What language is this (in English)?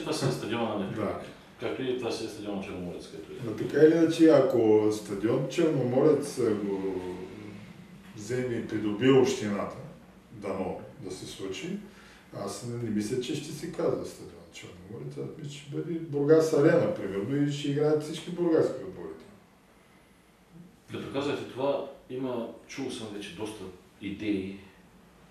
Bulgarian